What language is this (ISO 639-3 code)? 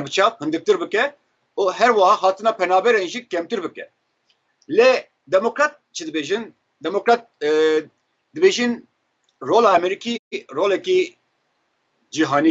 kur